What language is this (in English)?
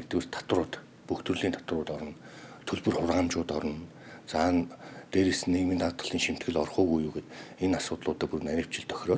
Mongolian